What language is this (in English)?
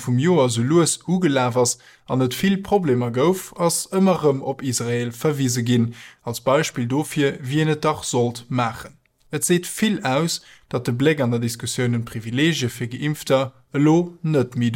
Luxembourgish